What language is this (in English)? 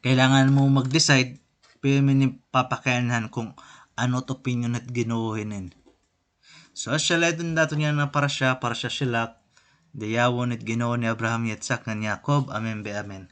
Waray